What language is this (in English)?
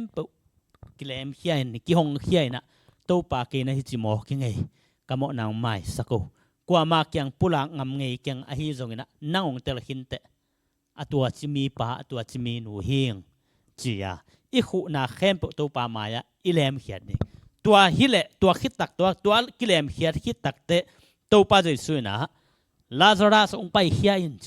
Tedim Chin